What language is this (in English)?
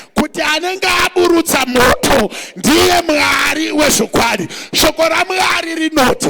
Shona